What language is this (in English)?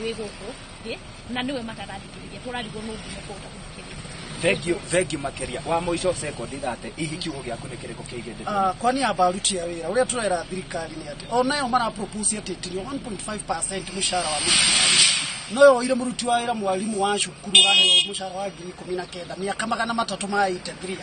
Kikuyu